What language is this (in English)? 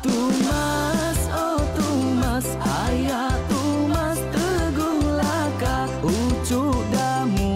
Iban